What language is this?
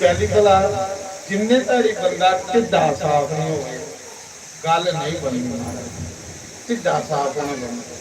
Dogri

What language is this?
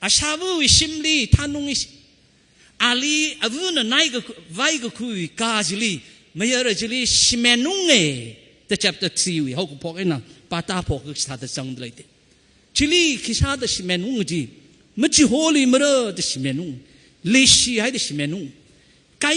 Tangkhul Naga (India)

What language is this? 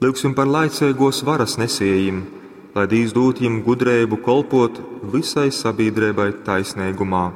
Latgalian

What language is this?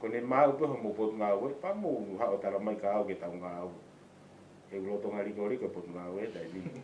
Tongan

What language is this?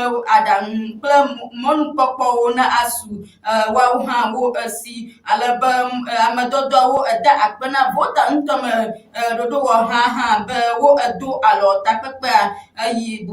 Ewe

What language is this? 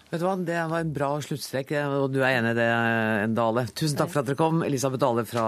Norwegian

